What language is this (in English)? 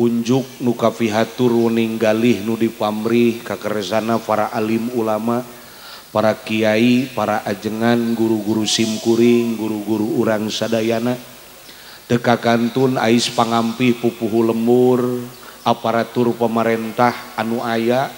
Sundanese